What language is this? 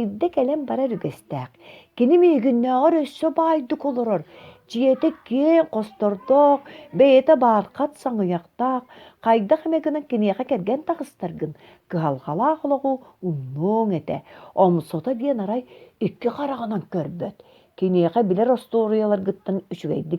Yakut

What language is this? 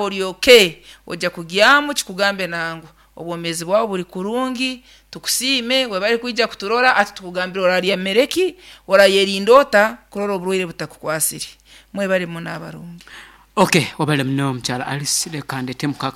Nyankole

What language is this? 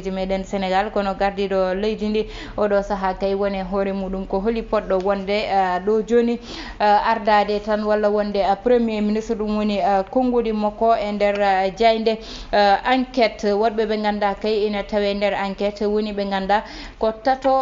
Fula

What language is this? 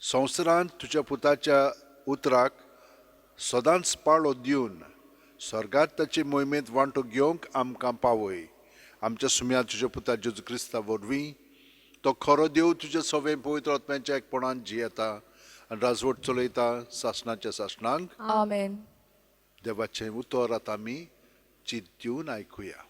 Konkani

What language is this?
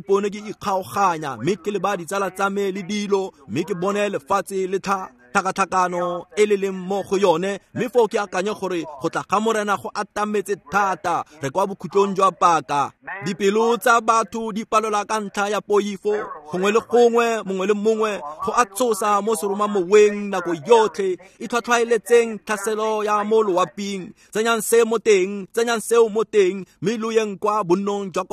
Tswana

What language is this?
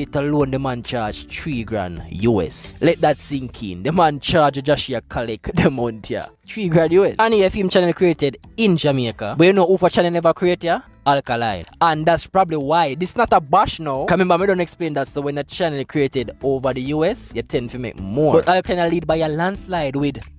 Jamaican Creole English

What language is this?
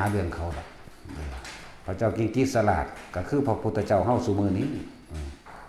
Lao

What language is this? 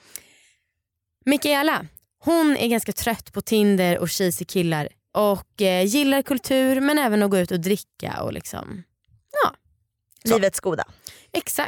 Swedish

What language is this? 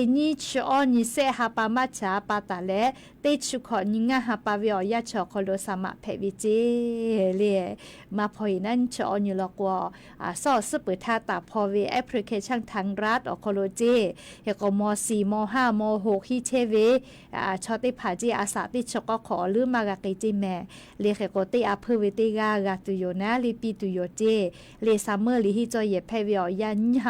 Lahu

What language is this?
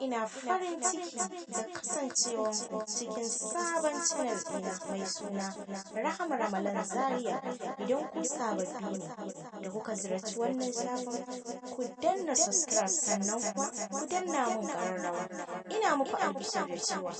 Hausa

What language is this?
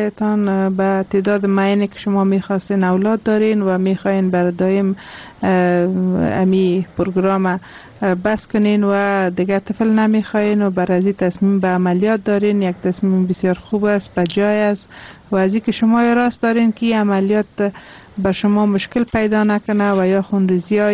Persian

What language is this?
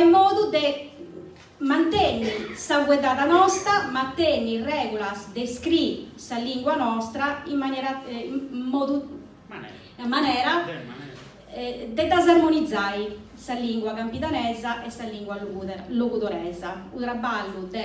Sardinian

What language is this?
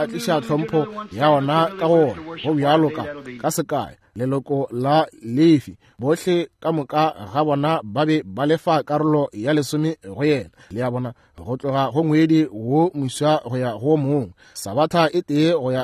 Northern Sotho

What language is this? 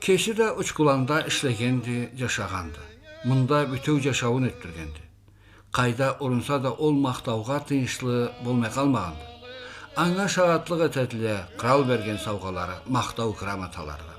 Karachay-Balkar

